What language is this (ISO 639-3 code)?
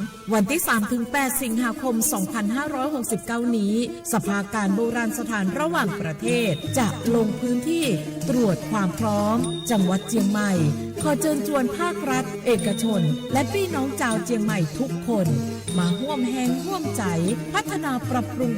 ahk